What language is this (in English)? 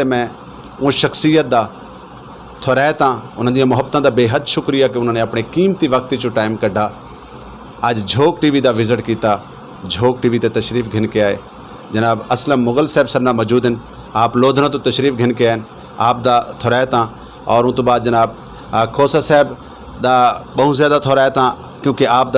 Saraiki